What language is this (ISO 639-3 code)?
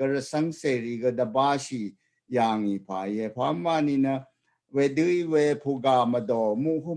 raw